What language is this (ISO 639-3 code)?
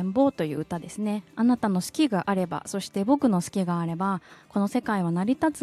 jpn